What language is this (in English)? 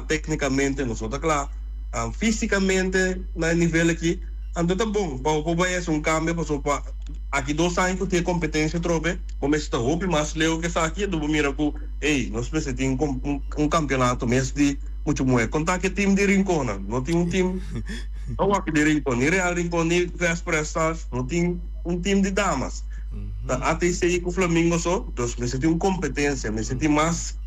Papiamento